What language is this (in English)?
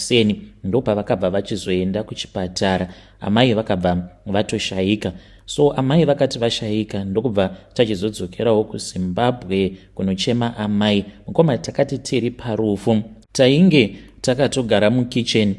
Shona